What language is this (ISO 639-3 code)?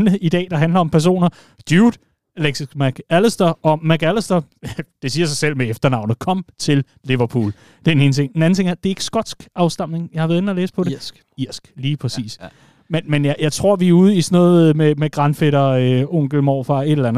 dan